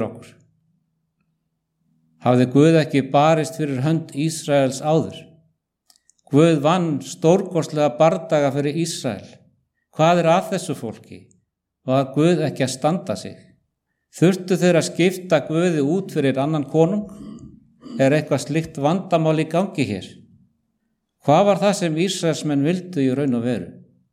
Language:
Icelandic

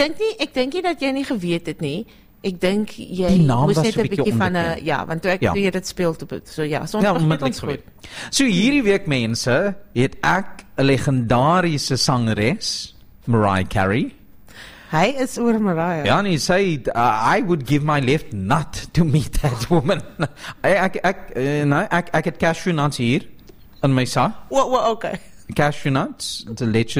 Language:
Afrikaans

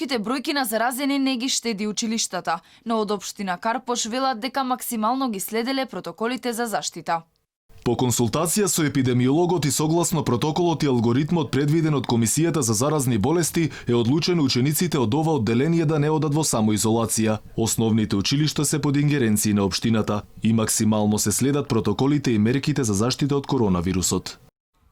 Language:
Macedonian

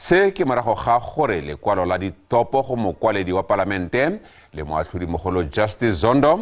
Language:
Tswana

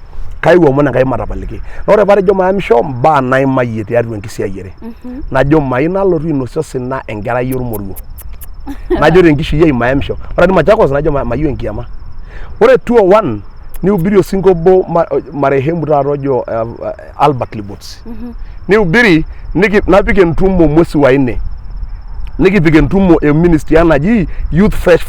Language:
Masai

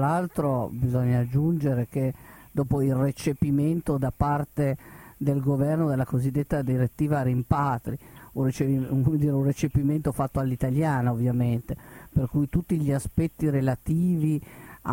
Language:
Italian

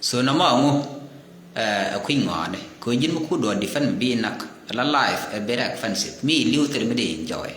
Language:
Nuer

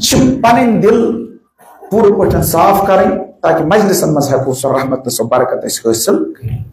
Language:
Kashmiri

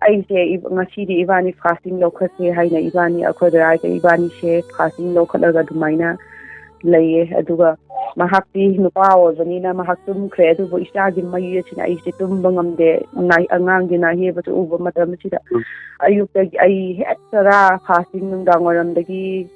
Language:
Manipuri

